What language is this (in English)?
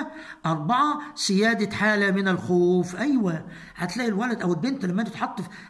Egyptian Arabic